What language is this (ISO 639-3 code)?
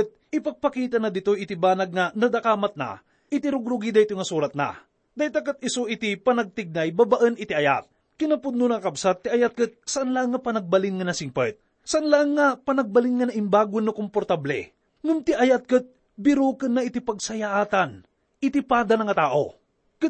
ilo